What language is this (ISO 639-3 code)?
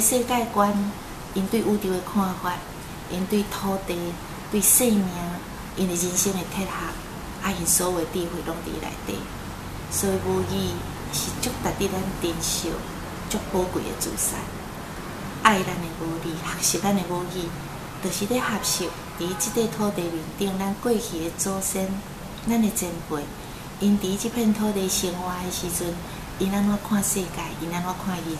nan